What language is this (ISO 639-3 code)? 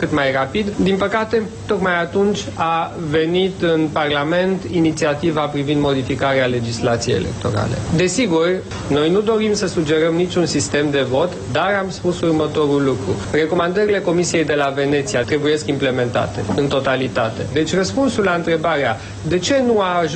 ron